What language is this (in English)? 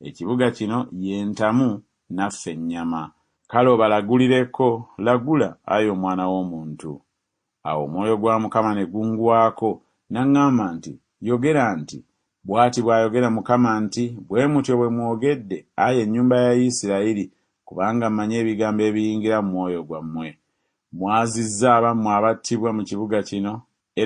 Ganda